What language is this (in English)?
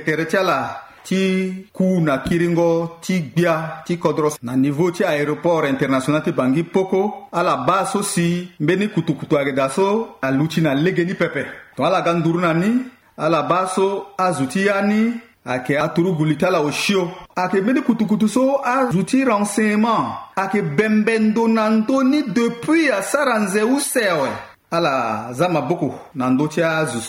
Sango